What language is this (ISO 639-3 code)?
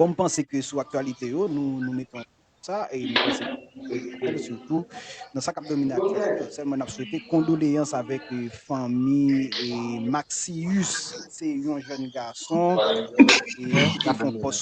hat